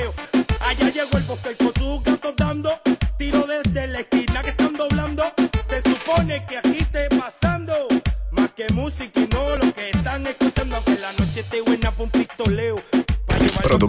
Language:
Spanish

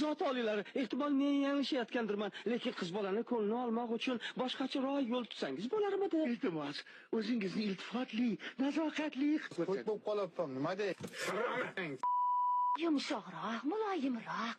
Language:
Uzbek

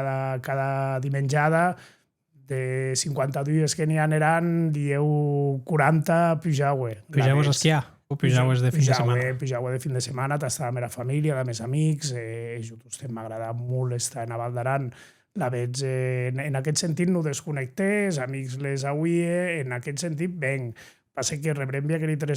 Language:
Occitan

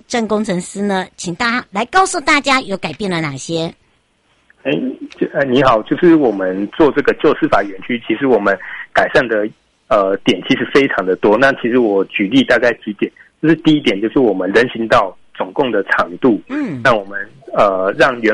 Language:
Chinese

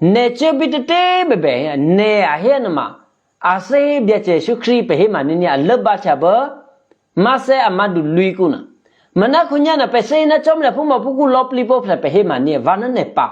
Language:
Eastern Kayah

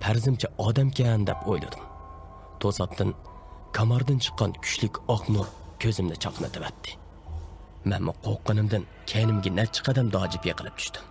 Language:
Uyghur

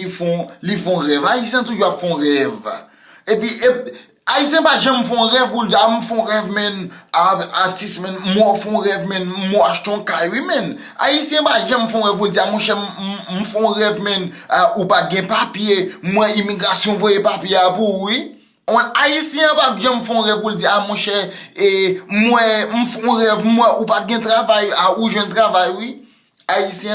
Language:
Haitian Creole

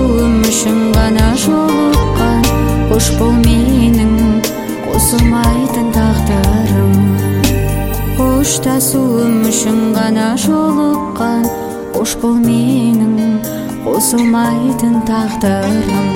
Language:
Kazakh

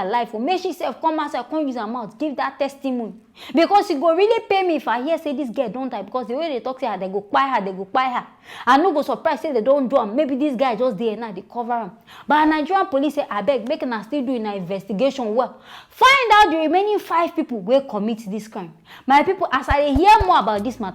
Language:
Nigerian Pidgin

